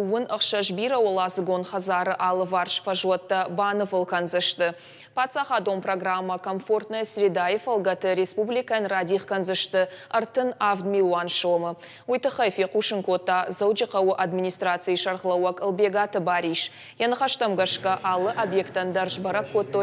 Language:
Ossetic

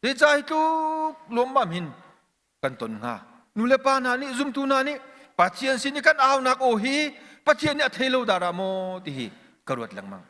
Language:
Hakha Chin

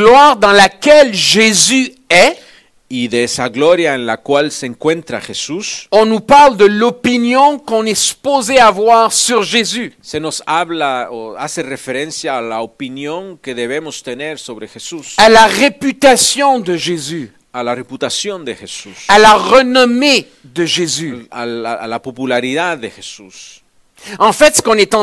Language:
French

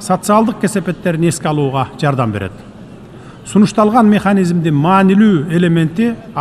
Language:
Kyrgyz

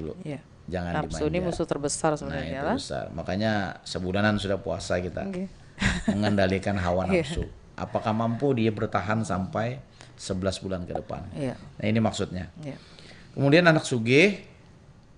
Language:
Banjar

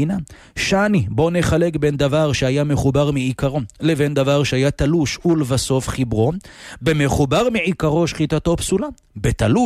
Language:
Hebrew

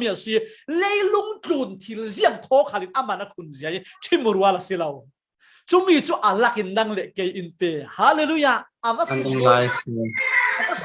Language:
Falam Chin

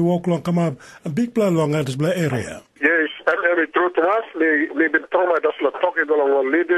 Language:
Tok Pisin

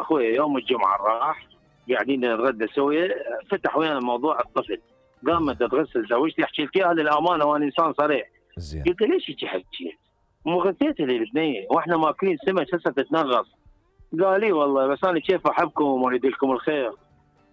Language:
Mesopotamian Arabic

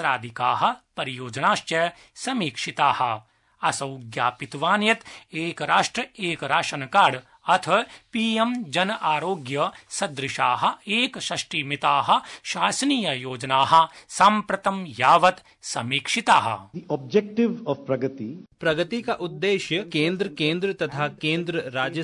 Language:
Sanskrit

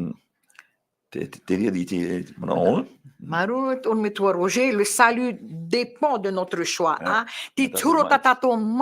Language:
Tahitian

